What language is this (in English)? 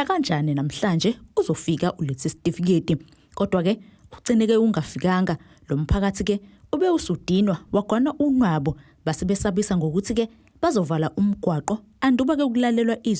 Zulu